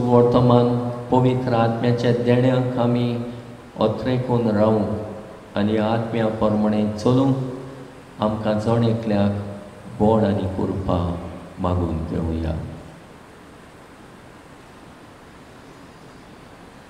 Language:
Konkani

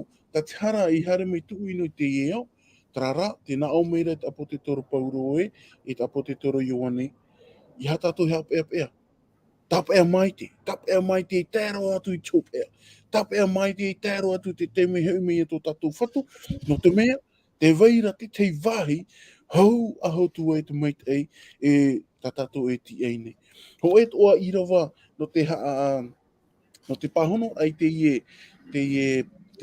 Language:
Tahitian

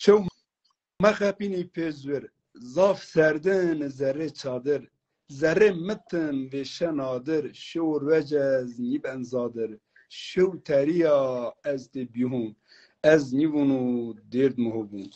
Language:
Zaza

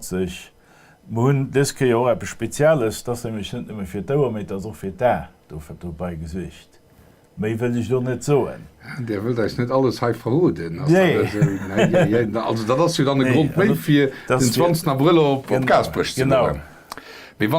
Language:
Luxembourgish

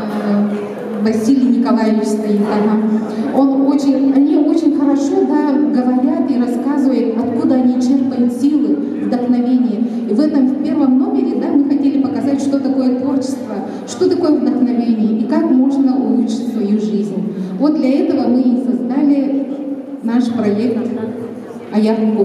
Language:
Yakut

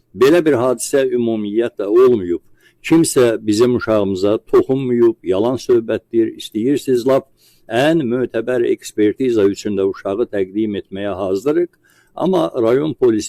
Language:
Azerbaijani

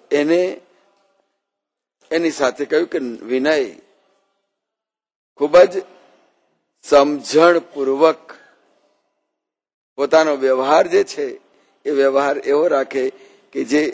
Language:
Gujarati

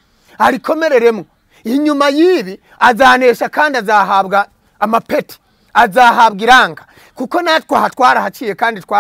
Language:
Kinyarwanda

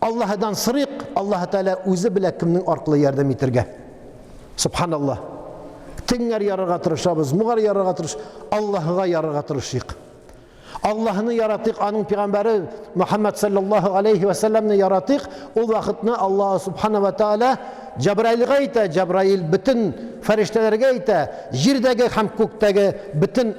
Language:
Tatar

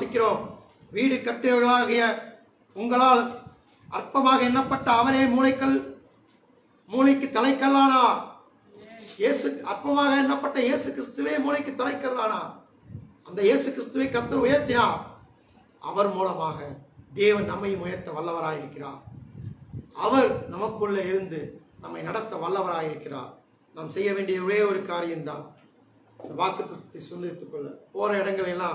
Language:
Tamil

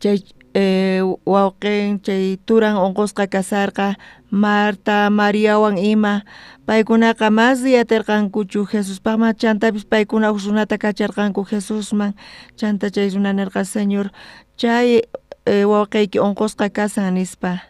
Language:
South Bolivian Quechua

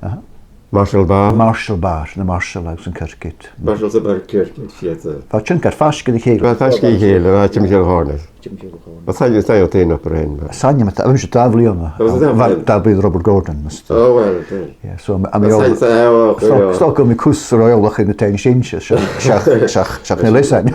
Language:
Irish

